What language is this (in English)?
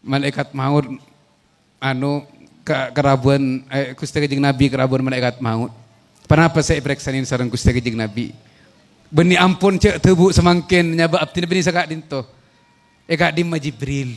Madurese